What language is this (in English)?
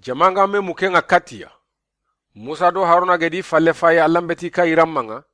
Soninke